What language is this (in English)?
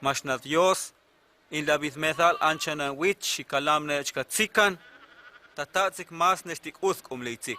Huastec